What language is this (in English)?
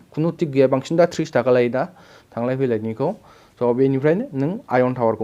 Bodo